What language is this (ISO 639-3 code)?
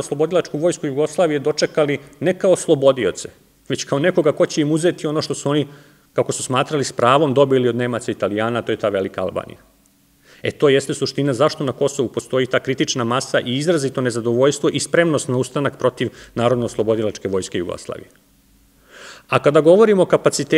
srp